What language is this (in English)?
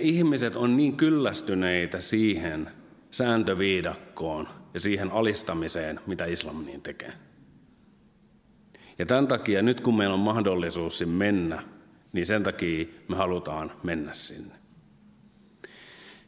Finnish